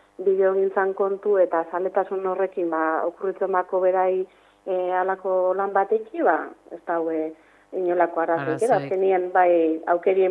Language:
Basque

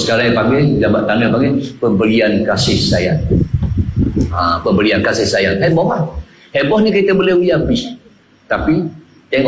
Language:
Malay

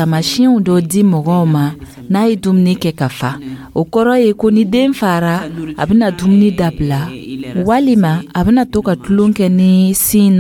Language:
Dyula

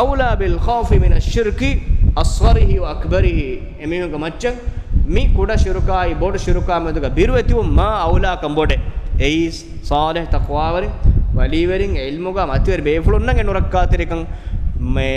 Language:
Divehi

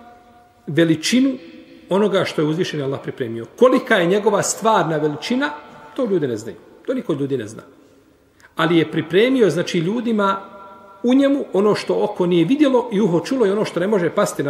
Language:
Bosnian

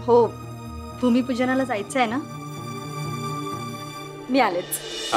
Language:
Marathi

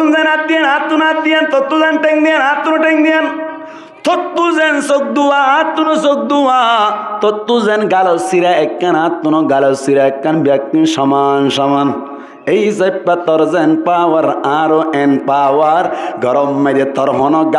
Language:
Rohingya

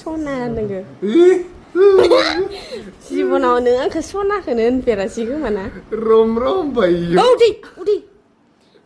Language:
Bodo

